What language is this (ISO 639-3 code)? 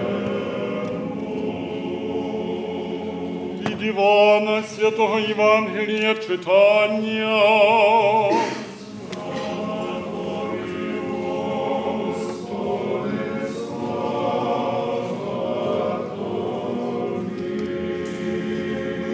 ukr